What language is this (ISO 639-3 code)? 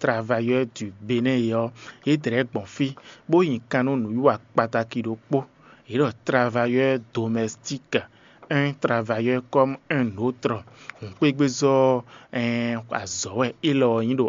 fon